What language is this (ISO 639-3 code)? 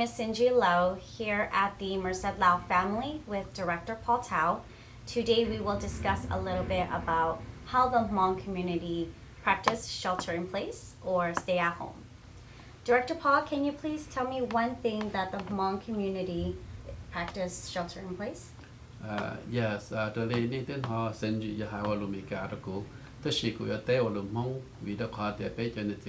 hmn